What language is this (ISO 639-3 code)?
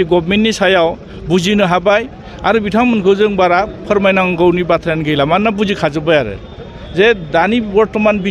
brx